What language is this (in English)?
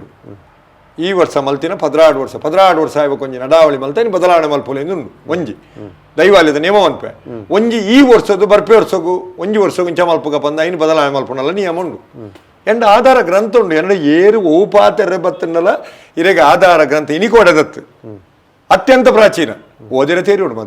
Tulu